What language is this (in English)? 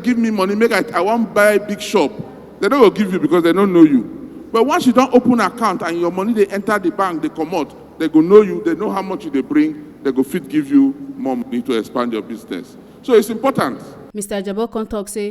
Nigerian Pidgin